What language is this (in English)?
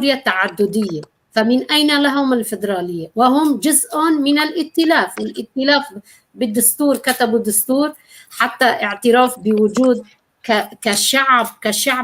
North Levantine Arabic